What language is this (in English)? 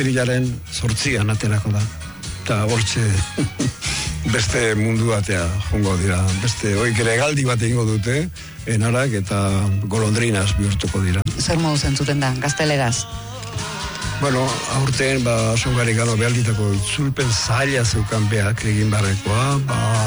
Basque